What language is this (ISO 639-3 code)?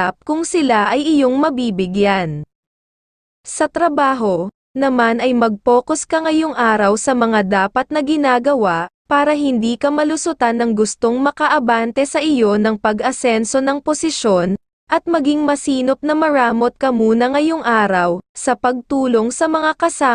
fil